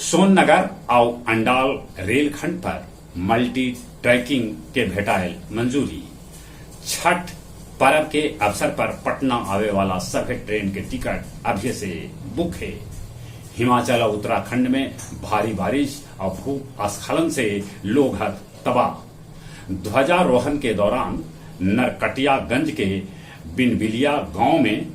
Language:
Magahi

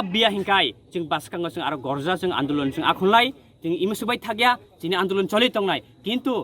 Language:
Kok Borok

